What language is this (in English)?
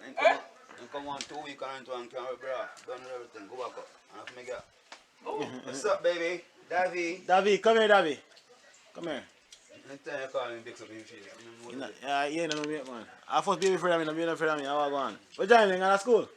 Jamaican Creole English